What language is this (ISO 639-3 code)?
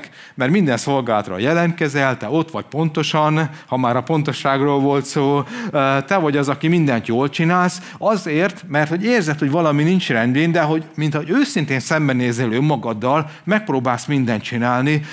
hun